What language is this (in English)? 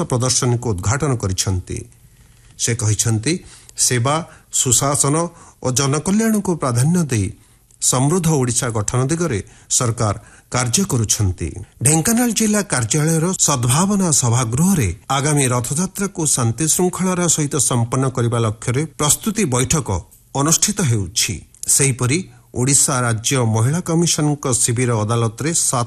Odia